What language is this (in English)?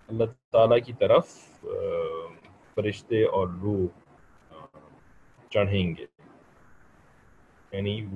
Urdu